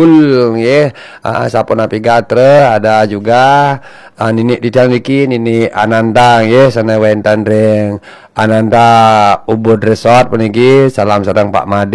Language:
Balinese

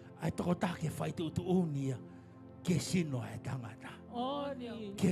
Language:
Tongan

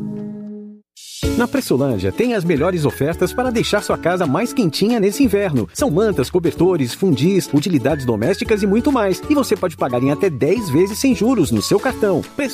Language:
Portuguese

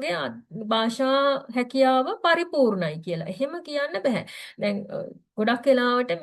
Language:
Sinhala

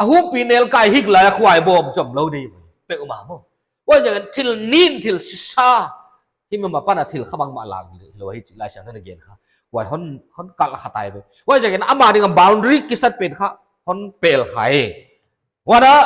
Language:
Paite Chin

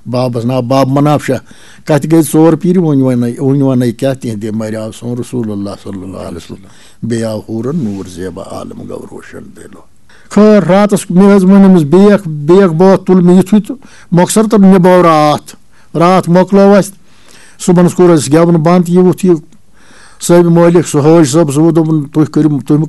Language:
Kashmiri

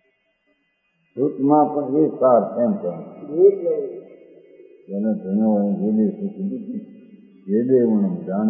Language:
Gujarati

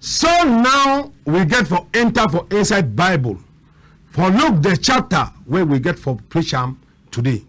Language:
Cameroon Pidgin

